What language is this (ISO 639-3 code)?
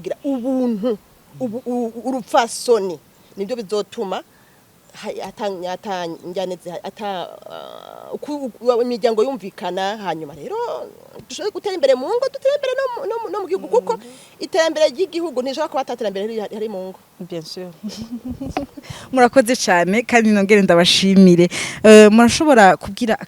run